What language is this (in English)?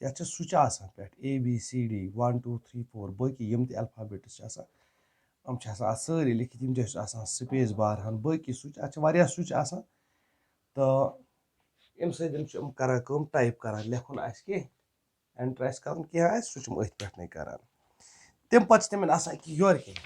Kashmiri